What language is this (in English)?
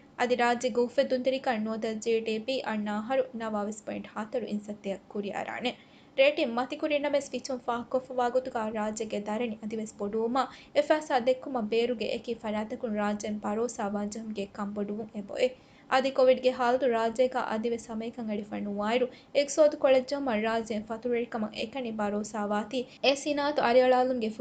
Divehi